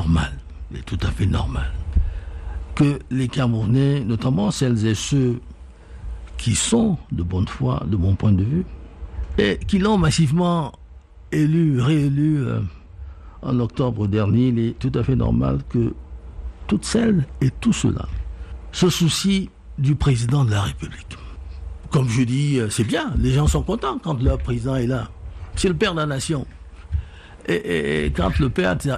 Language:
French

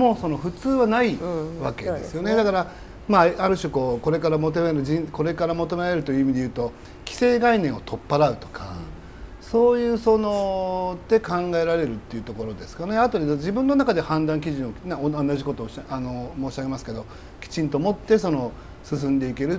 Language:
Japanese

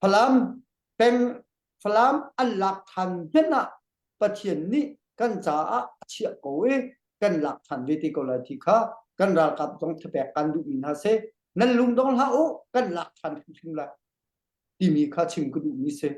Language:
Hakha Chin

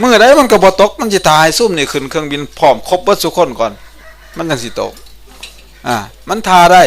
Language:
Northeastern Thai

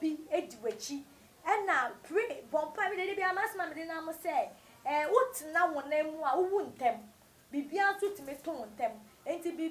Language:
Akan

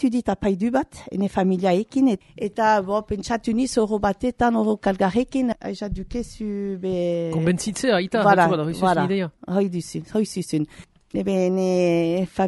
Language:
Basque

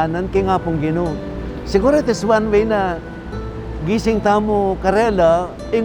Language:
Pampanga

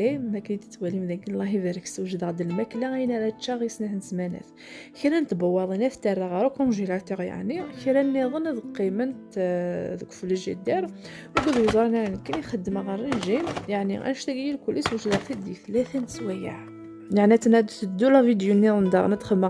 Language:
Kabyle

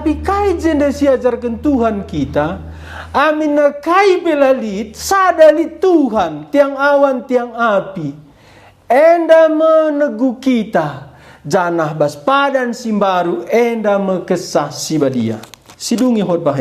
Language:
Batak Karo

